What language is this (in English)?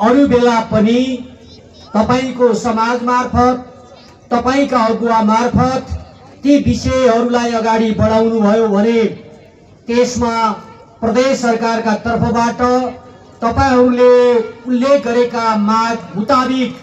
Nepali